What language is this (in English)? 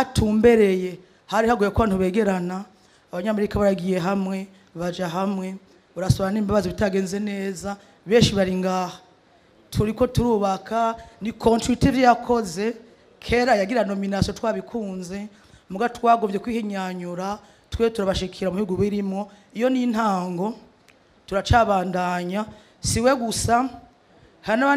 Rundi